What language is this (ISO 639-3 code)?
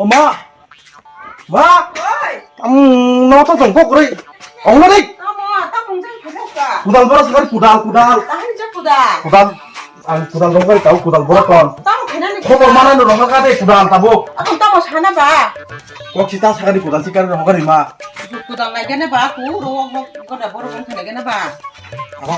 trp